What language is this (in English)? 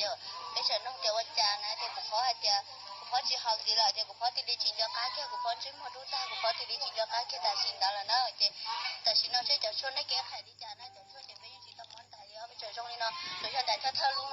Hmong